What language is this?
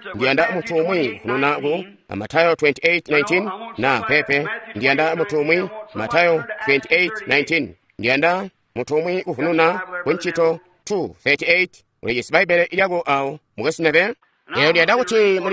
Tonga (Zambia)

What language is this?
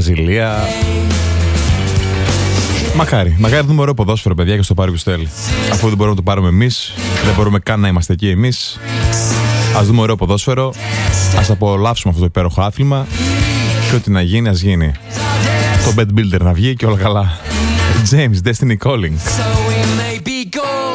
Greek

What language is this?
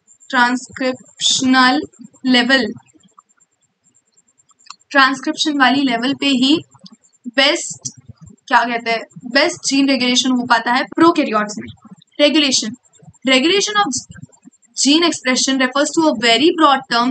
Hindi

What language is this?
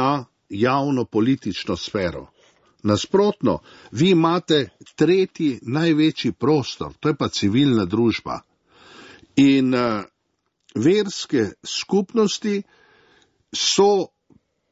Slovenian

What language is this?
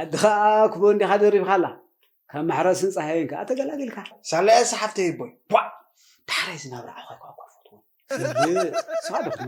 Tigrinya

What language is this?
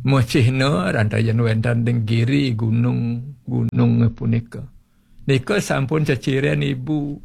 Balinese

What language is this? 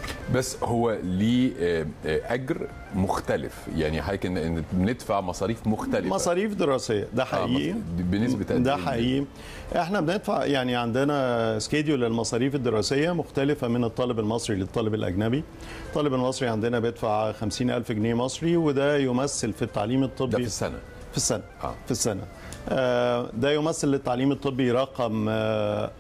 Egyptian Arabic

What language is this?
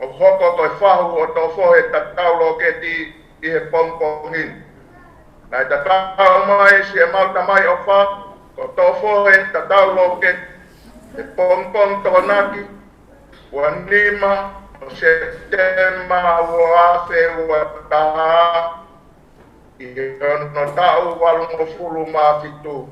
Tongan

